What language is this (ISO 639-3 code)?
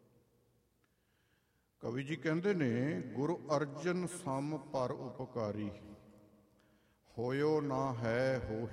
pan